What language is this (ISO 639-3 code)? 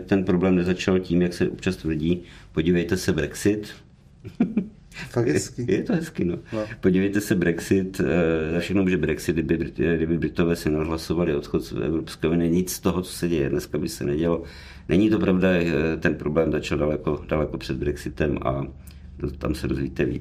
ces